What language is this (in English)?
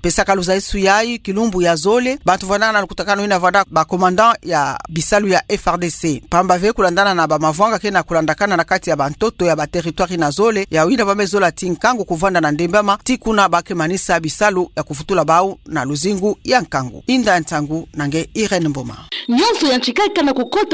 Kituba (Democratic Republic of Congo)